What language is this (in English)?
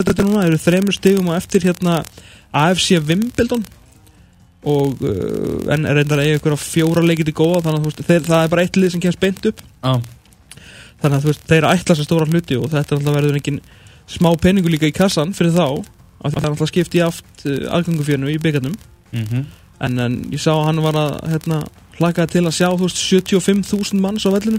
Icelandic